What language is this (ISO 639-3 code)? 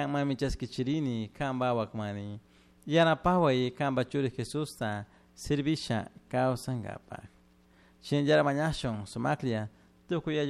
qug